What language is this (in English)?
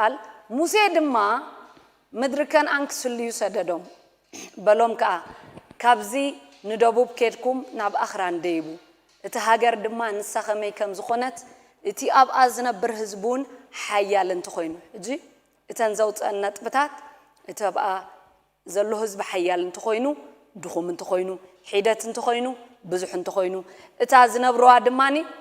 Tigrinya